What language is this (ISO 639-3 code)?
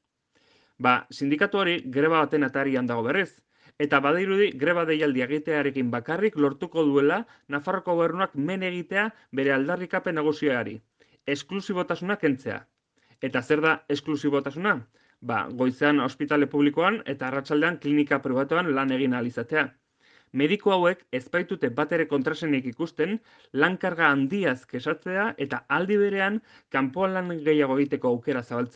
eus